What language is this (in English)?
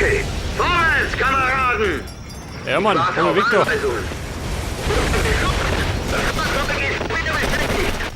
Bavarian